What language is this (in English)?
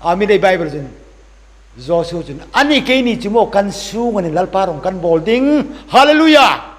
Hmar